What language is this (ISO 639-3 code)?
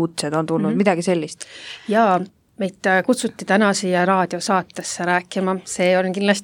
est